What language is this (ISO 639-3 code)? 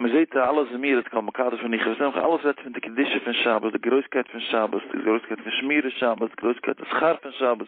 yid